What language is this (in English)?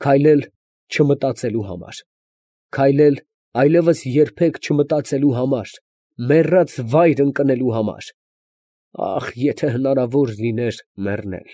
Armenian